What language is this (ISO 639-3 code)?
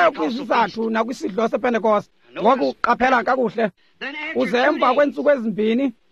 xho